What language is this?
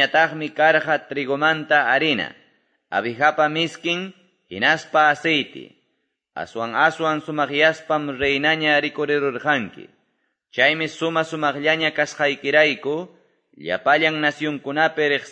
Quechua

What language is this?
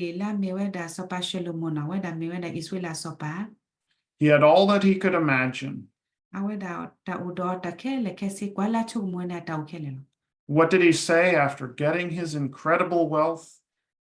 S'gaw Karen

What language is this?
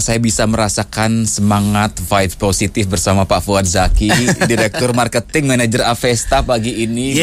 Indonesian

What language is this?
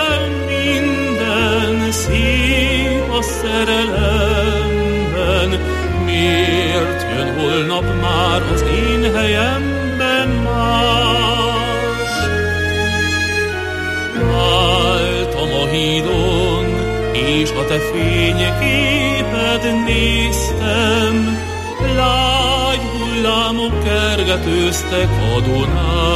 Hungarian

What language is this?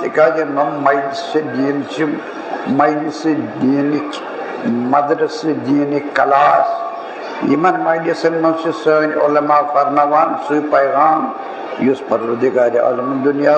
Kashmiri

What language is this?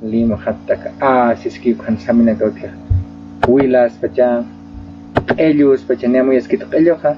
Aymara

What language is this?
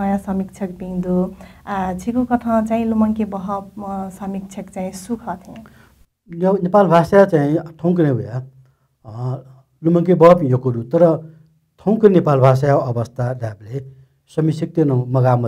Newari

